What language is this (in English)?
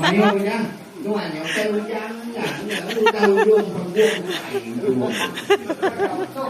Iban